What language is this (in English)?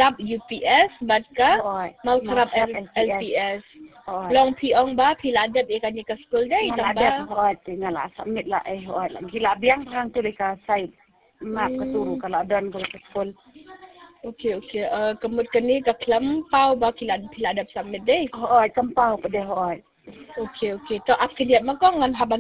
Khasi